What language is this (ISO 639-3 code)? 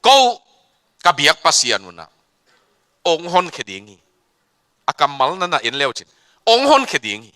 ctd